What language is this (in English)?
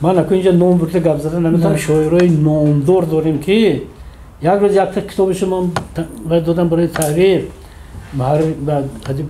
Tajik